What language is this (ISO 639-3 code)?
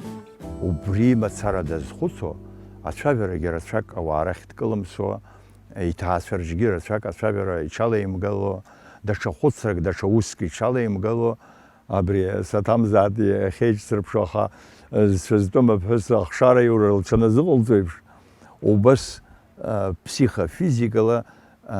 abk